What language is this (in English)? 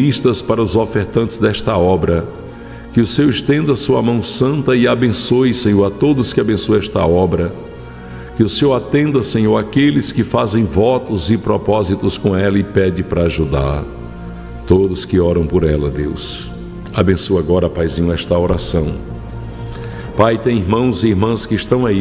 Portuguese